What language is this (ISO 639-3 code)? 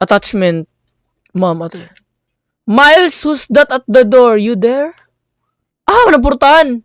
ceb